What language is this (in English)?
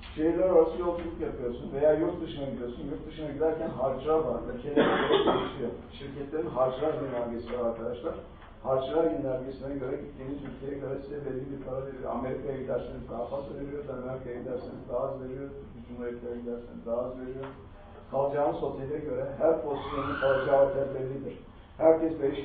Turkish